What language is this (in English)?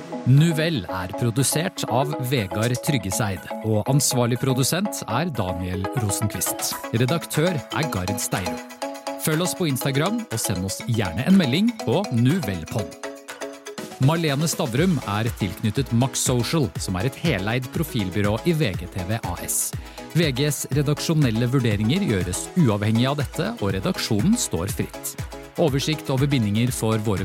Norwegian